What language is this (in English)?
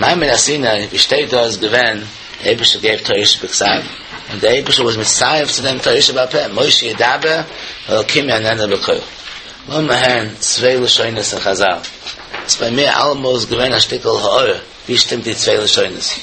Yiddish